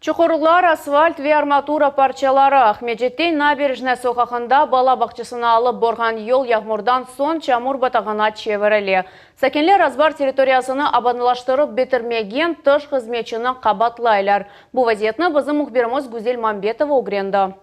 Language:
Crimean Tatar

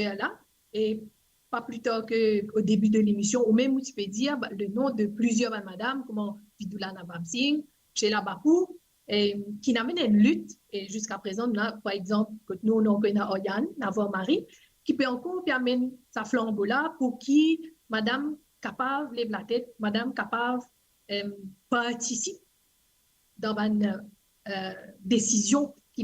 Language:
Morisyen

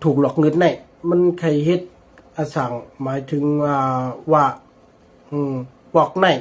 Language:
Shan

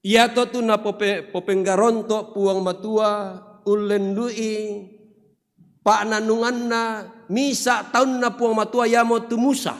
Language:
Toraja-Sa'dan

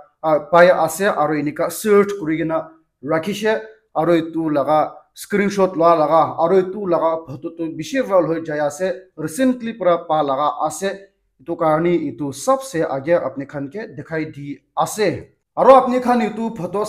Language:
Naga Pidgin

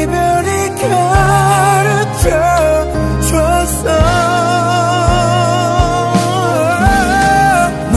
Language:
Korean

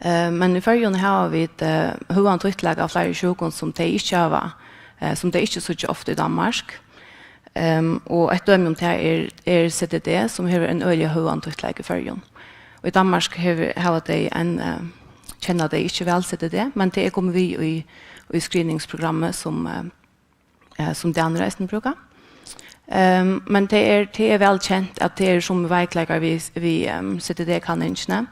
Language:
Faroese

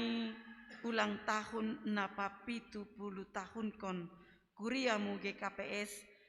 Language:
Batak Simalungun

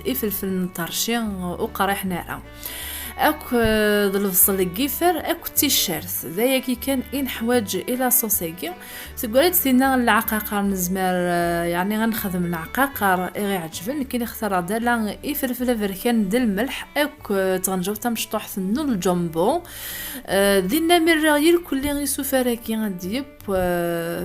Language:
Kabyle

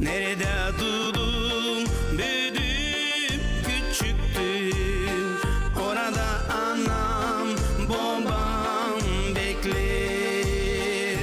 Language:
Gagauz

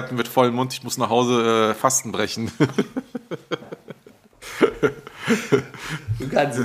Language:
German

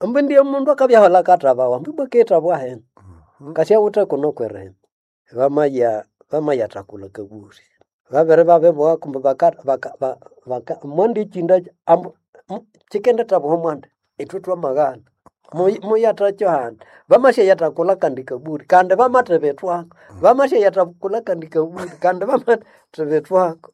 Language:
Nande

